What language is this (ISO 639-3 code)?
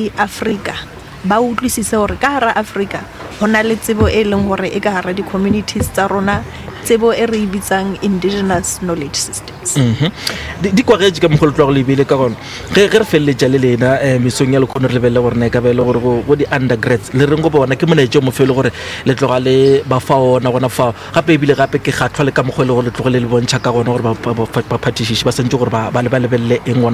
nso